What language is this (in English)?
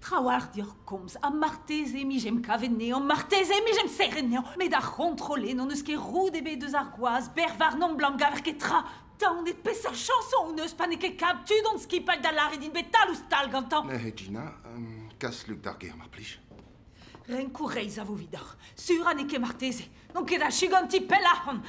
Breton